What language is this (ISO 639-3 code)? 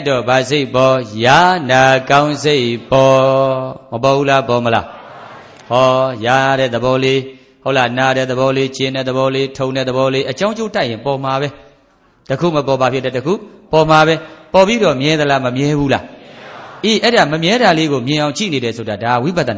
mya